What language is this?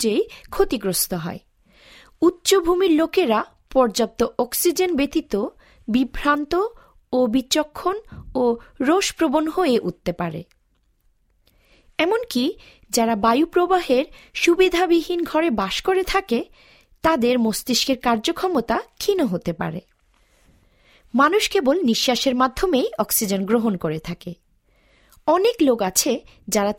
Bangla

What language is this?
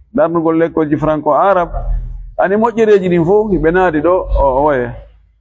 Fula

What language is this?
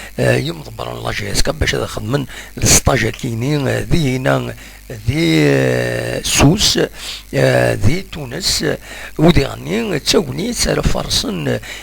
Kabyle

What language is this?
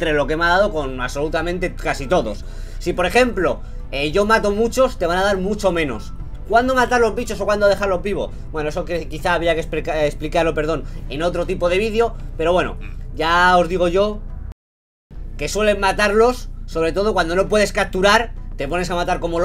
Spanish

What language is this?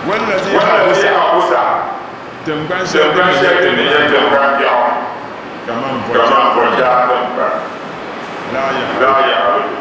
Dagbani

